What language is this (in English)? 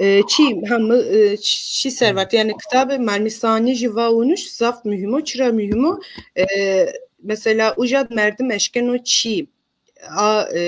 Zaza